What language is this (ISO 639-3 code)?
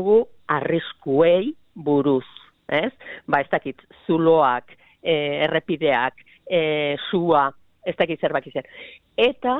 eus